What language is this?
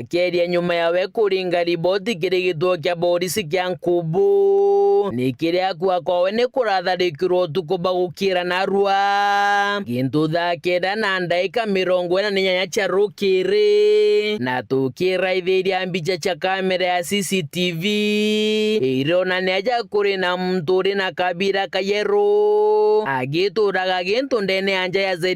Meru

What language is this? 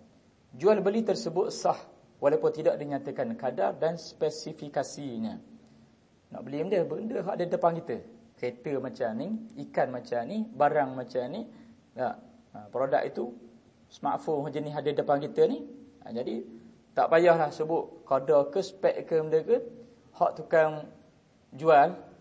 Malay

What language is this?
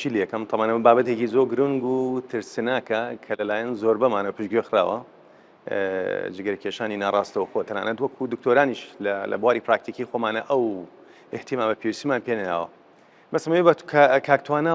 Central Kurdish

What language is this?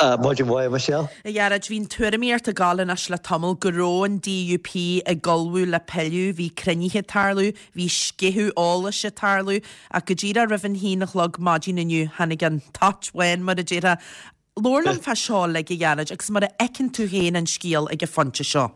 Irish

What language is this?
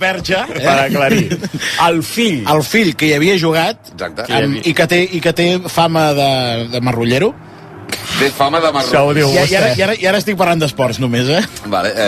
Catalan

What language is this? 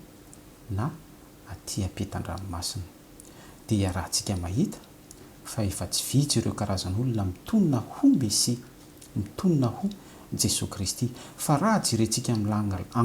Malagasy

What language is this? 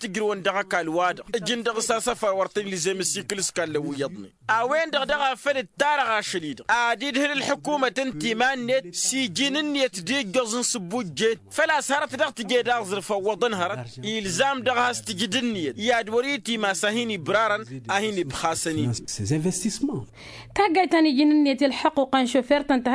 Tamasheq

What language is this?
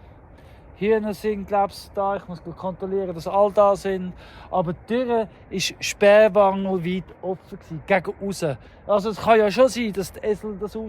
Swiss German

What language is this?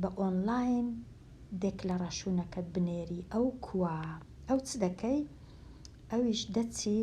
Central Kurdish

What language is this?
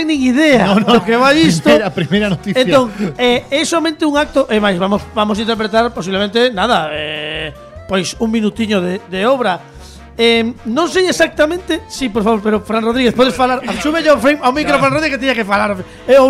Galician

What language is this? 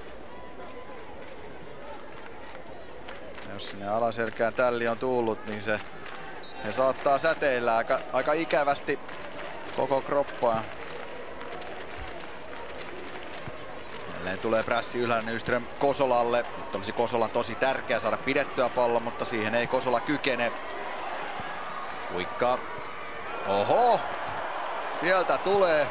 Finnish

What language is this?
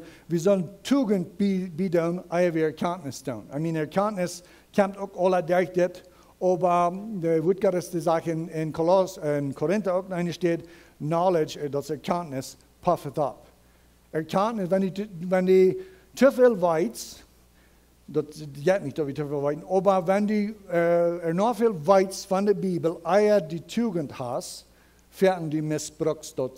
Plautdietsch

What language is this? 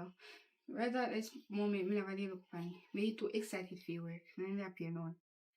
Jamaican Creole English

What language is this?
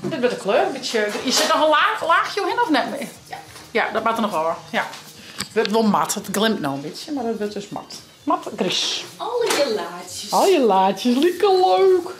Western Frisian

